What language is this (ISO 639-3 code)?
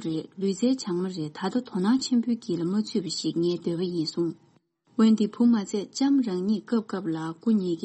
bod